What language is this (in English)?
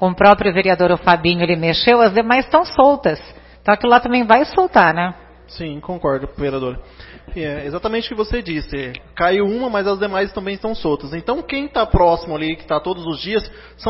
Portuguese